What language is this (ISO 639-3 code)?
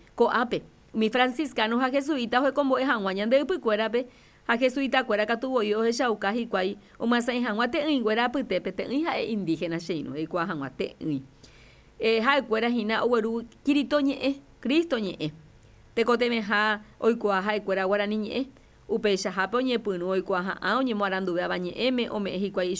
grn